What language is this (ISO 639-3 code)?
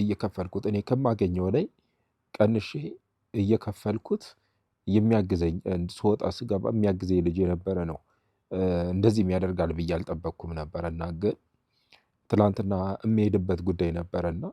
amh